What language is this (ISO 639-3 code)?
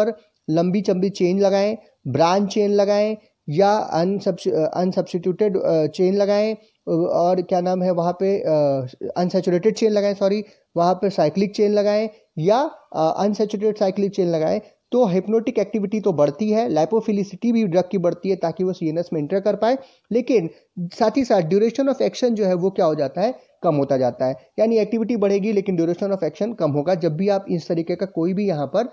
hin